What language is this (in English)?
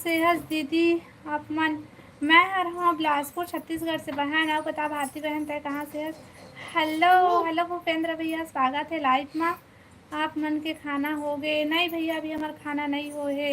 Chhattisgarhi